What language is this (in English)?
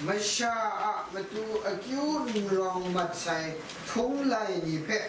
Kachin